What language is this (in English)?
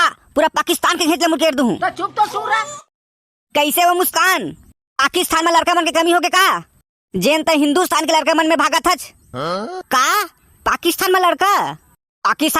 Chhattisgarhi